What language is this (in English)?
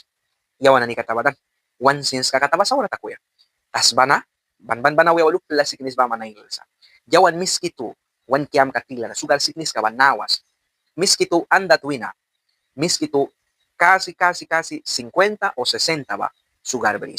Mískito